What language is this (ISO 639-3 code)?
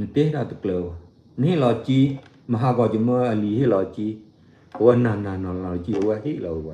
ksw